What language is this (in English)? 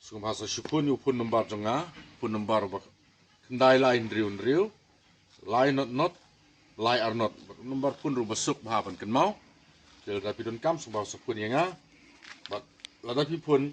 Khasi